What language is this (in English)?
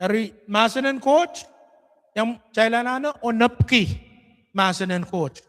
Pohnpeian